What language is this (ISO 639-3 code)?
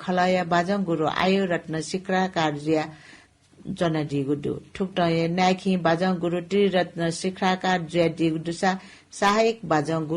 new